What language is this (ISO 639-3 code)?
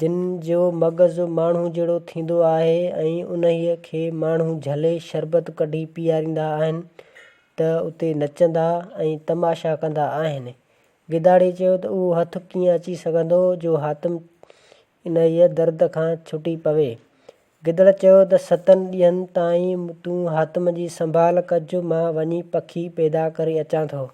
snd